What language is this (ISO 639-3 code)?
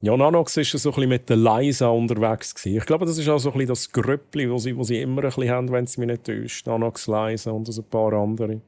gsw